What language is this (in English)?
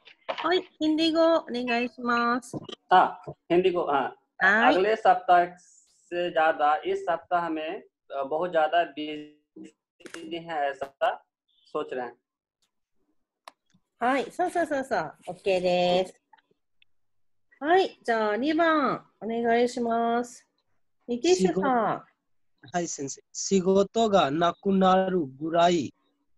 Japanese